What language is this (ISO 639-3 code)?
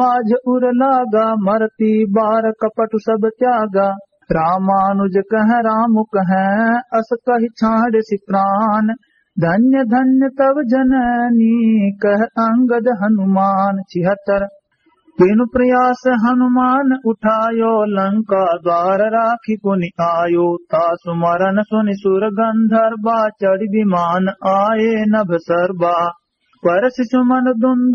awa